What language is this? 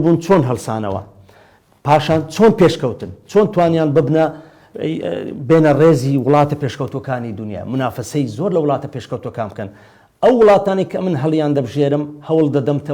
Central Kurdish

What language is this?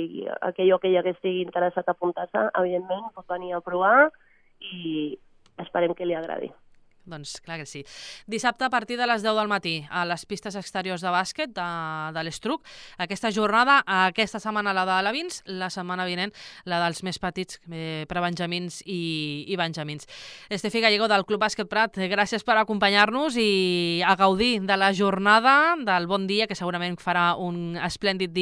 Catalan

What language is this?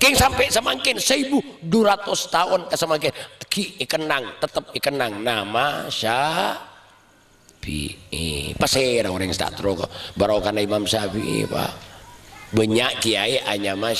Madurese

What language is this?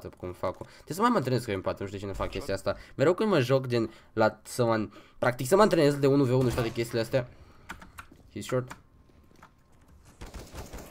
Romanian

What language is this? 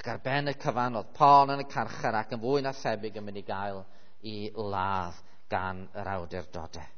Welsh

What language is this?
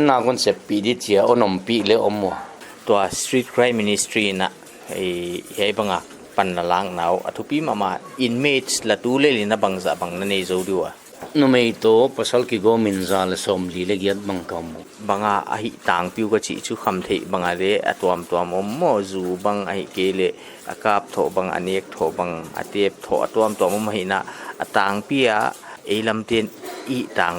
Paite Chin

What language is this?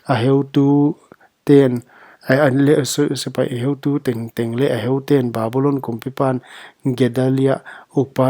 Paite Chin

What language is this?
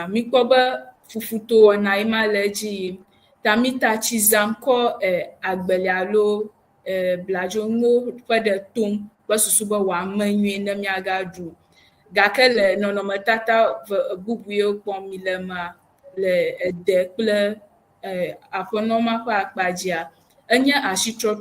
Ewe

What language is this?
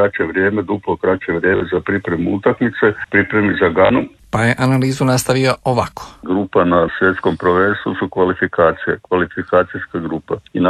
Croatian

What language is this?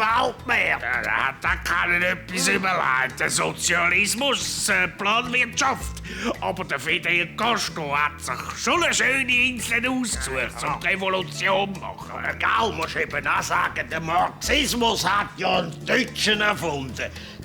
Swiss German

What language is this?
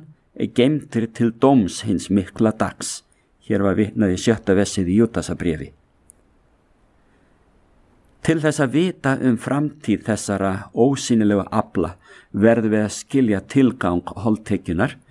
Icelandic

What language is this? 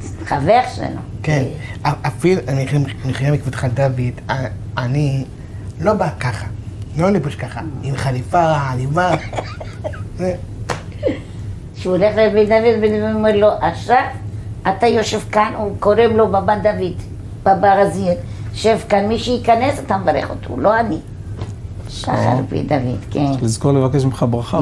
Hebrew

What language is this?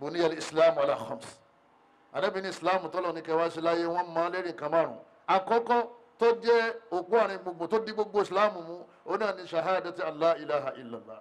Yoruba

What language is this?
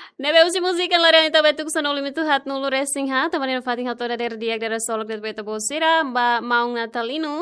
Tetum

